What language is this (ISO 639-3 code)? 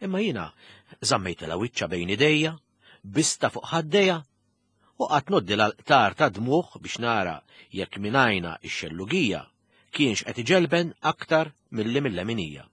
mlt